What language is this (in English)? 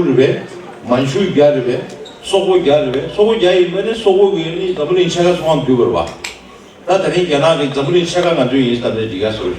Tibetan